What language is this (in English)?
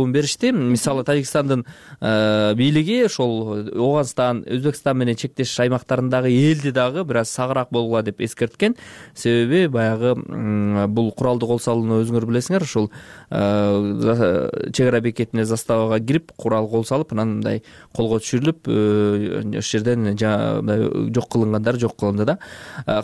Kyrgyz